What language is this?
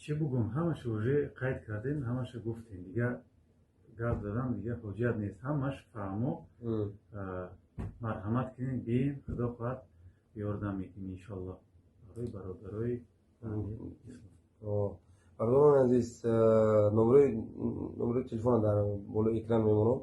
Tajik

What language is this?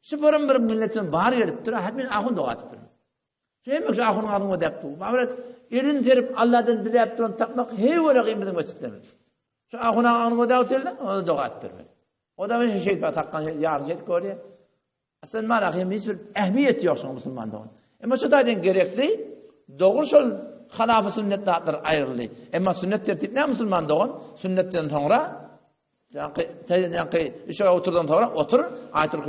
Turkmen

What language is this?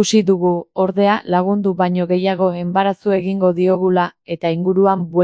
Basque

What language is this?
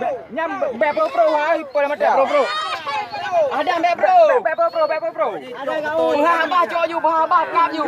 Achinese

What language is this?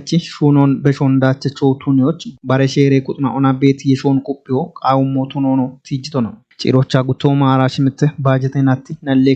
Kafa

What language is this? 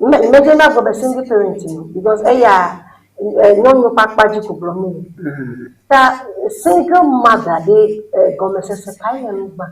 Ewe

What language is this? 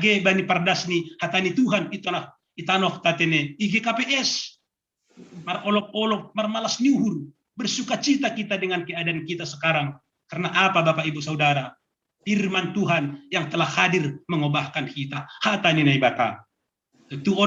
Batak Simalungun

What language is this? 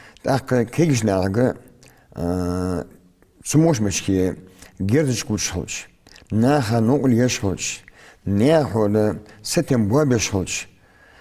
Ingush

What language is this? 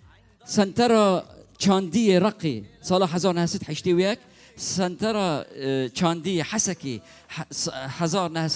Kurdish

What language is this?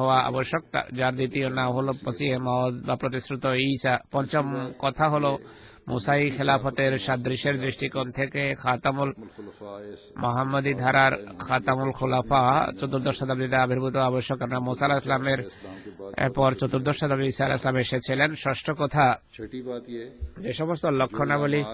Bangla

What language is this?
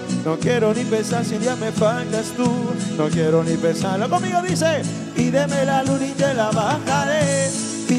Spanish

